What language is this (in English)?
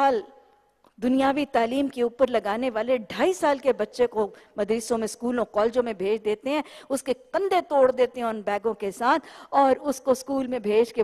Urdu